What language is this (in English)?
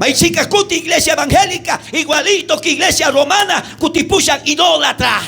South Bolivian Quechua